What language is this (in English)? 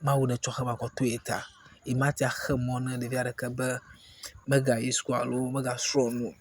Ewe